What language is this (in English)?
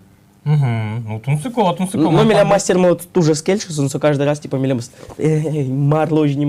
Udmurt